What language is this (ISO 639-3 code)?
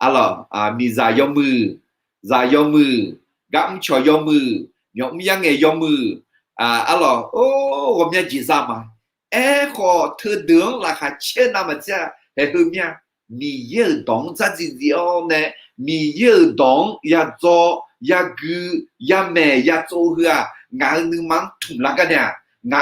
ahk